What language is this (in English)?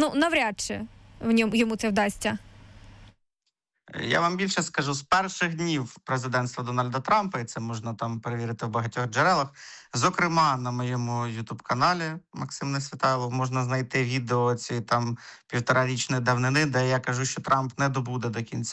Ukrainian